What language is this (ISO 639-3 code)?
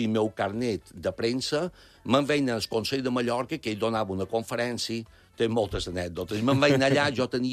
cat